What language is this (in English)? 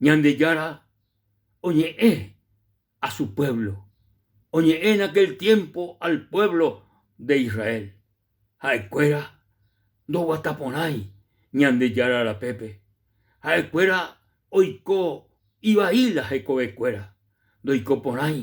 Guarani